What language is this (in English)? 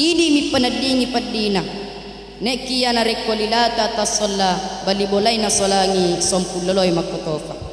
Buginese